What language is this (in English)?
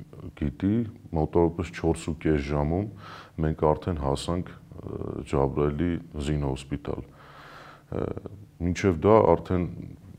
Armenian